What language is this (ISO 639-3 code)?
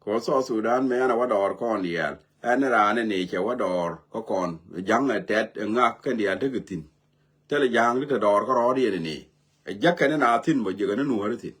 nus